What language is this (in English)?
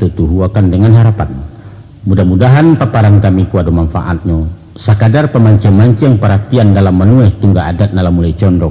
Minangkabau